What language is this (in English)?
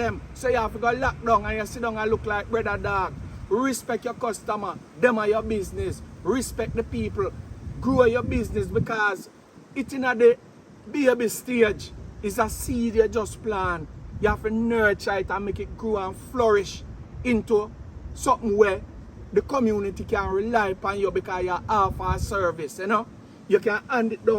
Jamaican Creole English